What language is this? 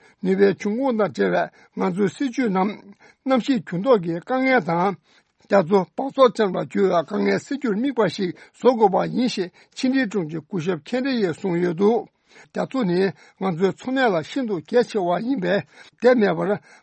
Tibetan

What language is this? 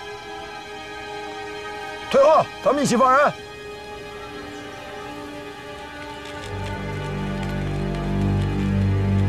Chinese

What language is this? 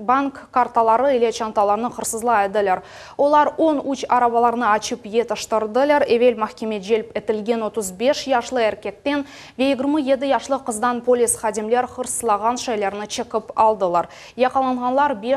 Crimean Tatar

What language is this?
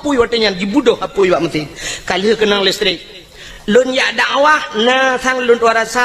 Achinese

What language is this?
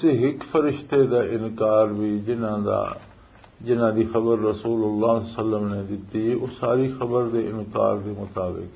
Western Panjabi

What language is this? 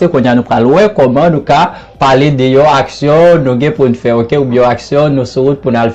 Haitian Creole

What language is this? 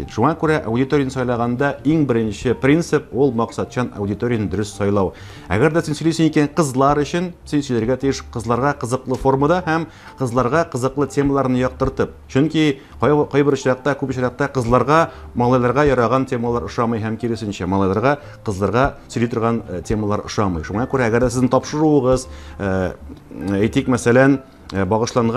Tatar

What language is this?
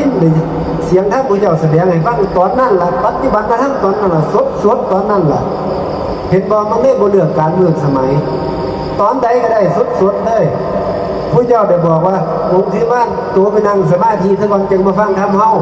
Northeastern Thai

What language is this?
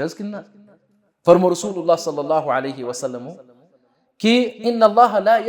Kashmiri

